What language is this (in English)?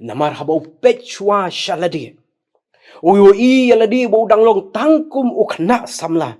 Khasi